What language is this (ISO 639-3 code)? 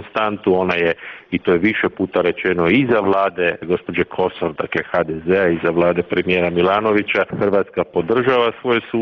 hrv